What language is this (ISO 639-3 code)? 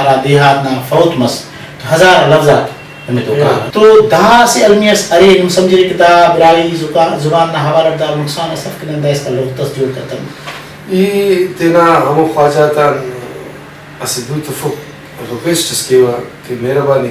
brh